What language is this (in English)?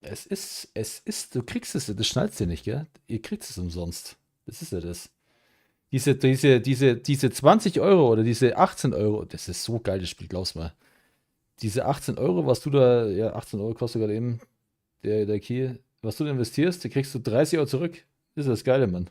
Bavarian